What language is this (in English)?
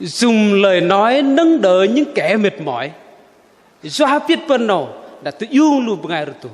Bahnar